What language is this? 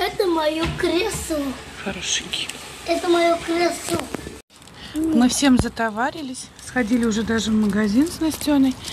Russian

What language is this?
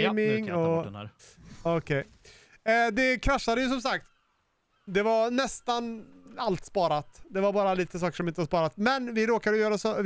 Swedish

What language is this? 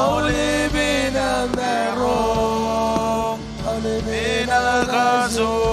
Marshallese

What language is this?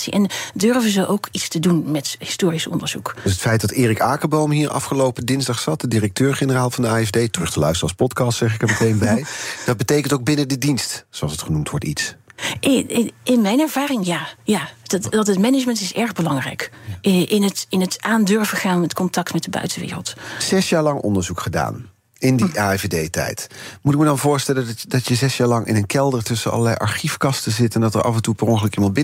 Dutch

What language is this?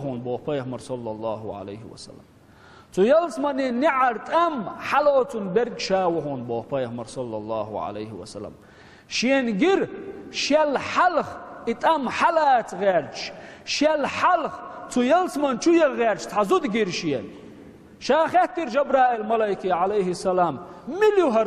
Chechen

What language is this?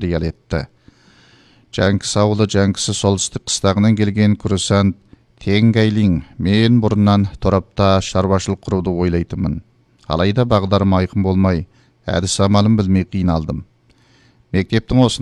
Kazakh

